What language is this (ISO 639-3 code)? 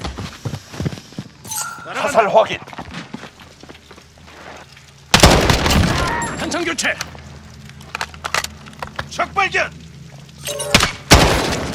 kor